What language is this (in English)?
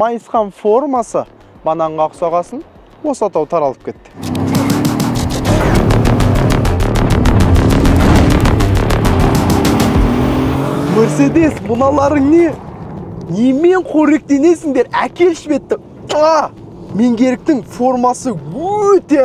Kazakh